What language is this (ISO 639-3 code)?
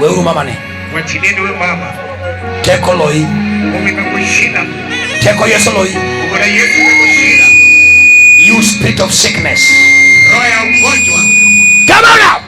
luo